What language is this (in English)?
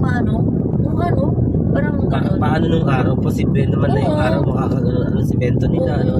Filipino